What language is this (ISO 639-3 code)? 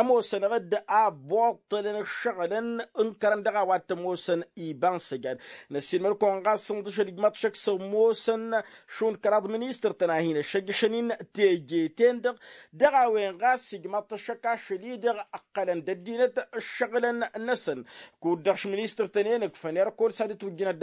taq